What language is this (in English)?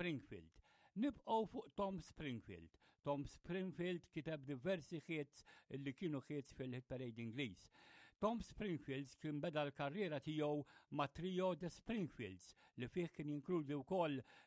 Maltese